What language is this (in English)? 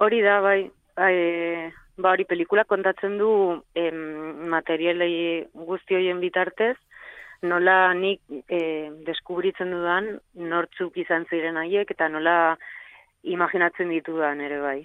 Basque